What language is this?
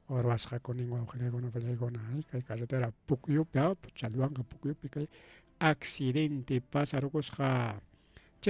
Ayacucho Quechua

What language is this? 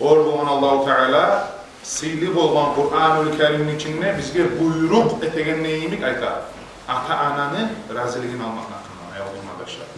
Kumyk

